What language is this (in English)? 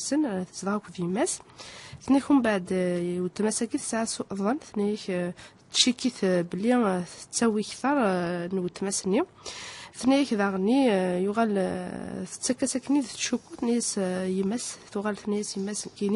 Kabyle